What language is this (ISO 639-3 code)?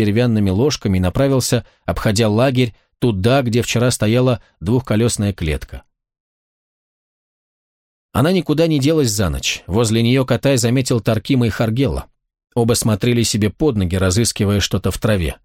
rus